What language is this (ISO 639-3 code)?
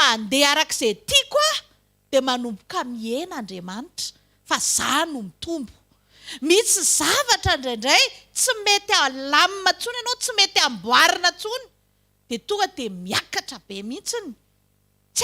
mlg